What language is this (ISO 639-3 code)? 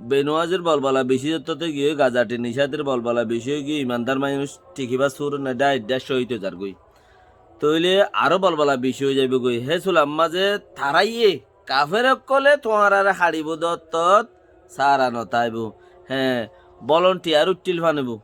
rhg